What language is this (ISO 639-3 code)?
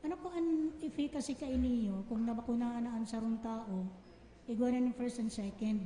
bik